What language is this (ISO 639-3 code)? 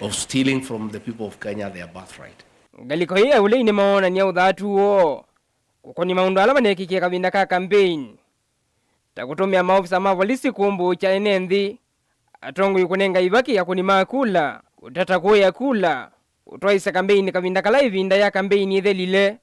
kam